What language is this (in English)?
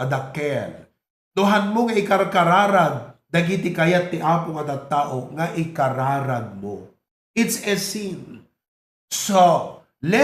Iloko